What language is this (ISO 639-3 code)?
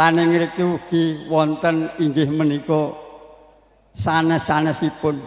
jav